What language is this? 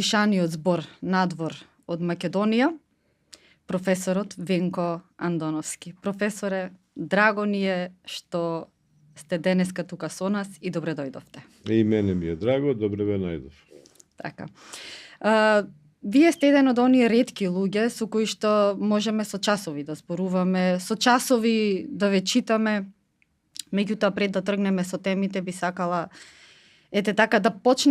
Macedonian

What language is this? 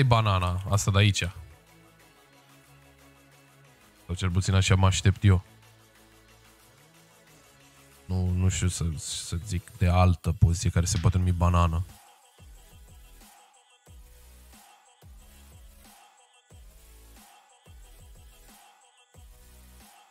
Romanian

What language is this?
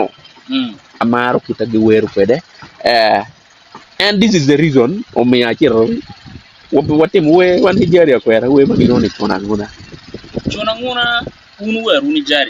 Acoli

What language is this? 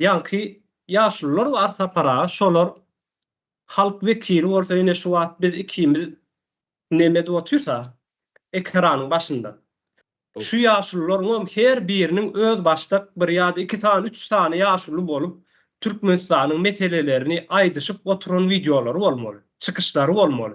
Turkmen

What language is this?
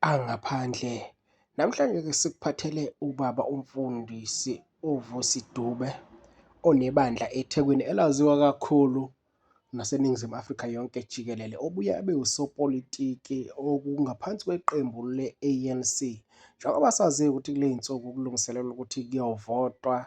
Zulu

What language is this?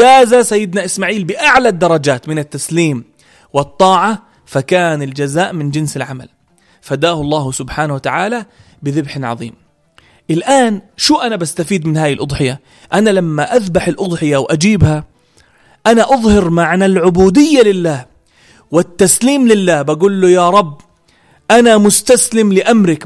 North Levantine Arabic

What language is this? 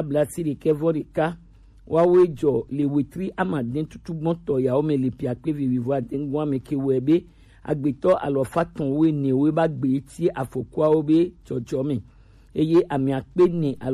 Gen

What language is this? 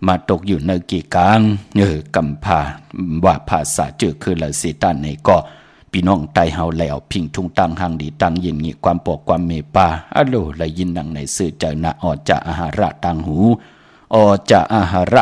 Shan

